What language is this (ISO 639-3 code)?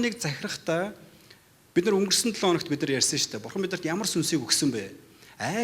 mon